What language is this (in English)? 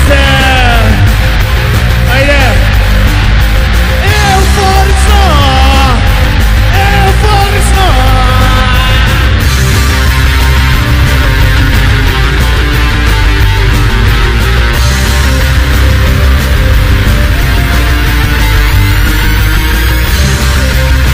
Serbian